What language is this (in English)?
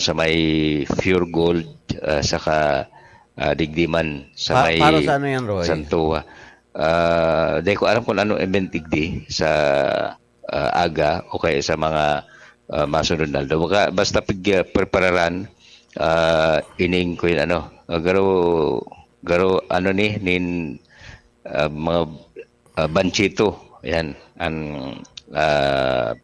Bikol